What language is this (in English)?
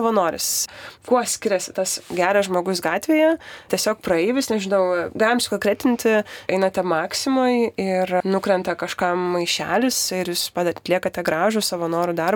Lithuanian